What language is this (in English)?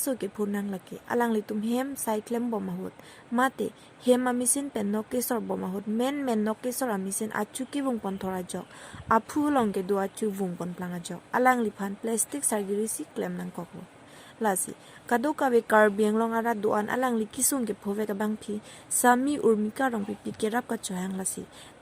Karbi